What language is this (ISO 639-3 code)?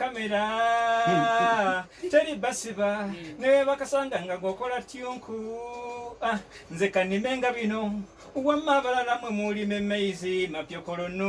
lug